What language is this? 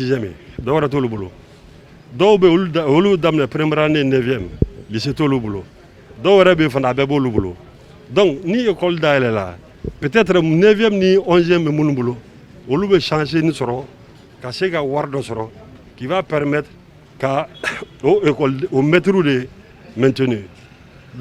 Bambara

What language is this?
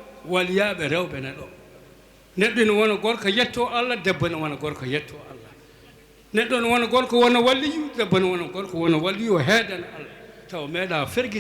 Fula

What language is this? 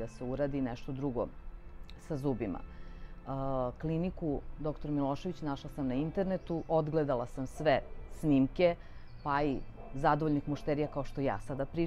Serbian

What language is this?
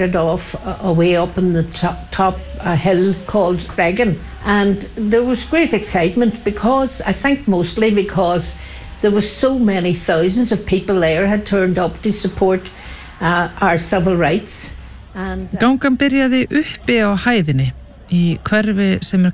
Icelandic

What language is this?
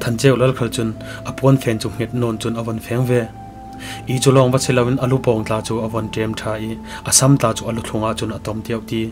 Falam Chin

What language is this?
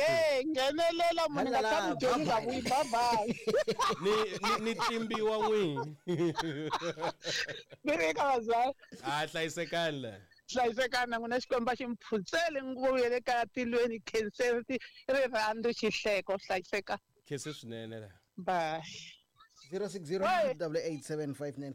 Tsonga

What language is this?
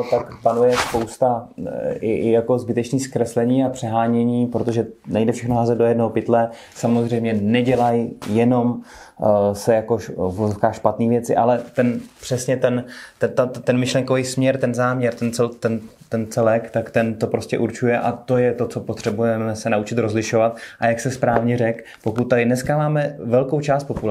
Czech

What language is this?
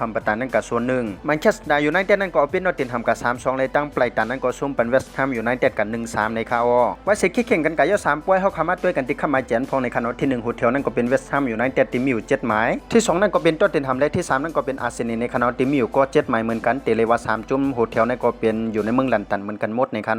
Shan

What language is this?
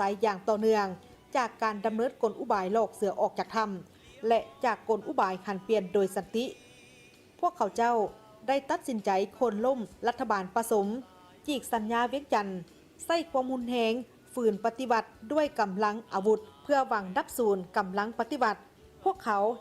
Lao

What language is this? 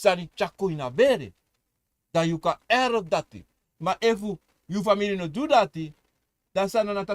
Sranan Tongo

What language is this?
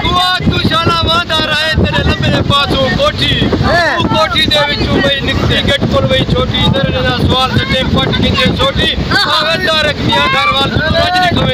Saraiki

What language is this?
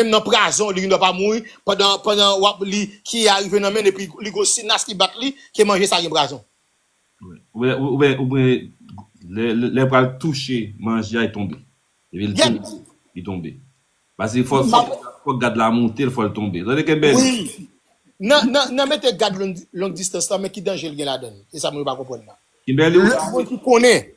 Haitian Creole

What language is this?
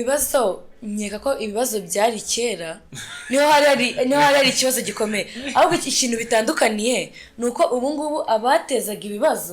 Kinyarwanda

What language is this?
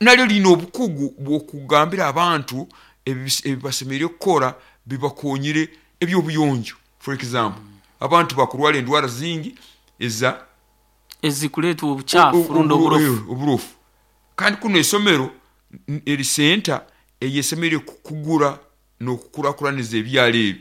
Nyankole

